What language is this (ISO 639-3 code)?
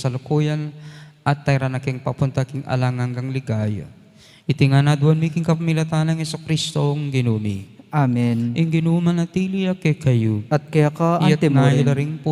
pam